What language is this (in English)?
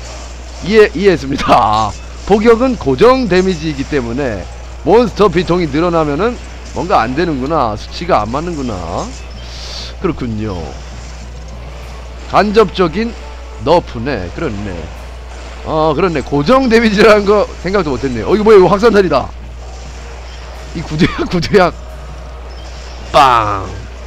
Korean